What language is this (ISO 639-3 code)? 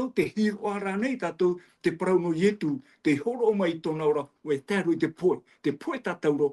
tah